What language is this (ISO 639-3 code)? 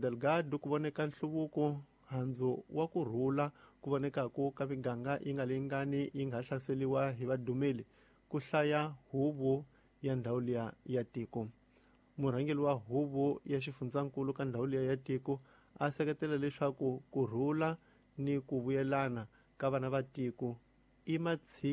tso